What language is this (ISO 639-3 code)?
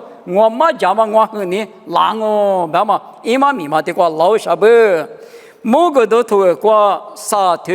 lis